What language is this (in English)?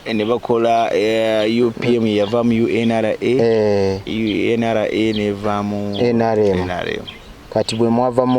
Ganda